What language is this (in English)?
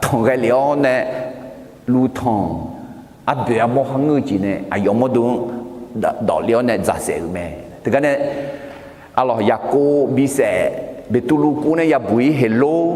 Akha